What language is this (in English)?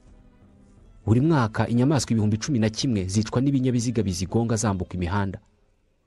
Kinyarwanda